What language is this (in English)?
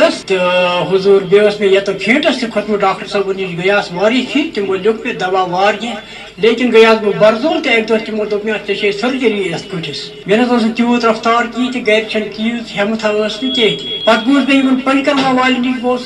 Kashmiri